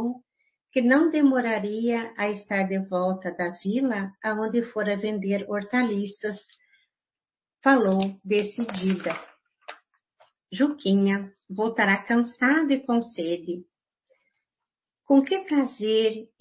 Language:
Portuguese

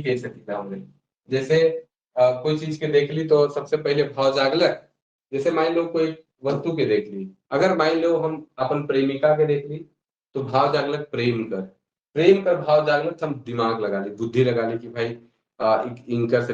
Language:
Sadri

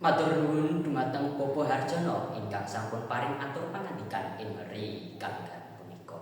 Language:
Javanese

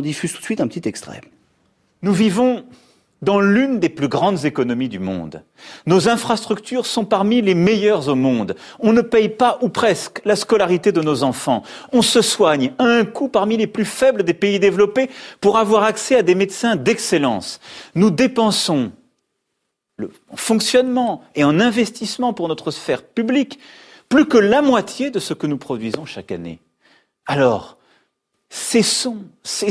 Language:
French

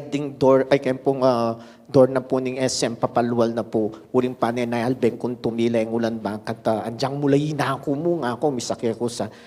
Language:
Pampanga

